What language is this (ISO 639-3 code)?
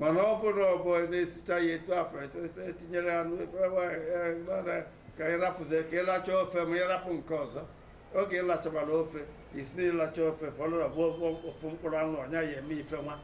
ibo